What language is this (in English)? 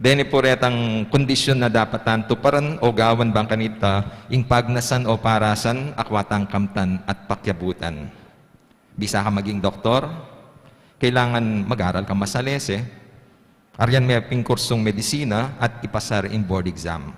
Pampanga